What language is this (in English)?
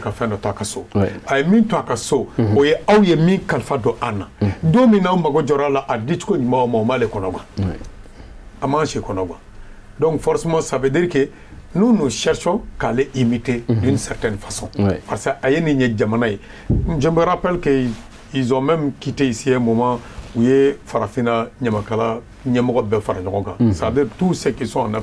Bambara